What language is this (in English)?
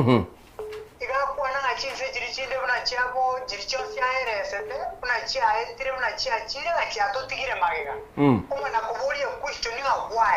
Gusii